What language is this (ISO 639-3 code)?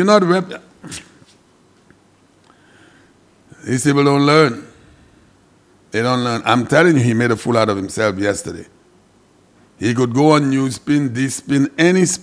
eng